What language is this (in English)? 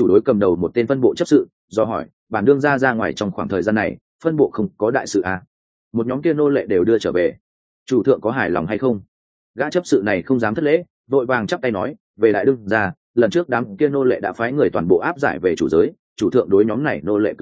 Vietnamese